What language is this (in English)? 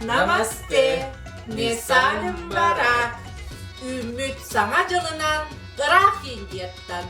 Yakut